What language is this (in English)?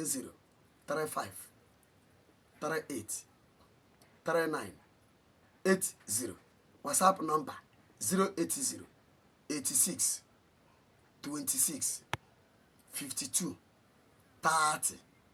Igbo